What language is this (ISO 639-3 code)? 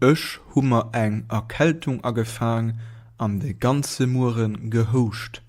ltz